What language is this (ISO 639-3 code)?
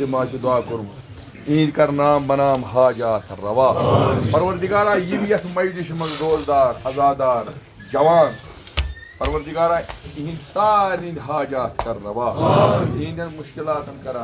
kas